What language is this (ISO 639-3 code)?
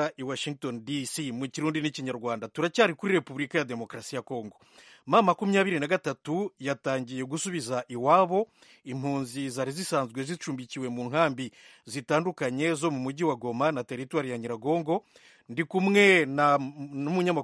kin